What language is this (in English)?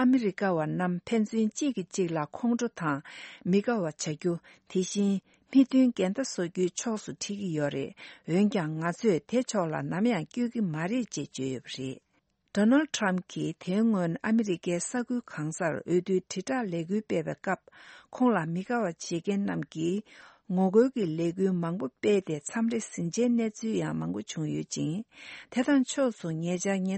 Tibetan